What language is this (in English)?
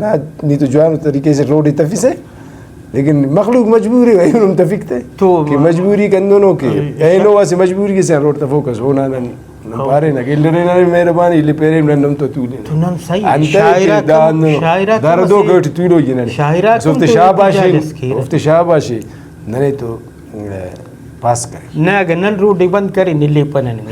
Brahui